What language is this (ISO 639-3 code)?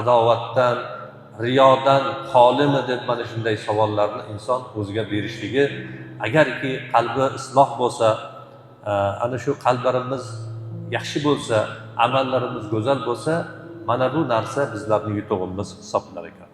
uzb